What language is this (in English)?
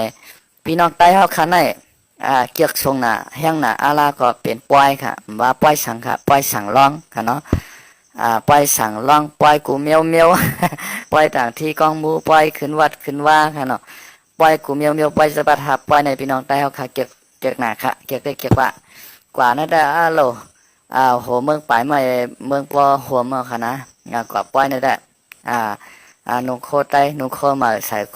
Shan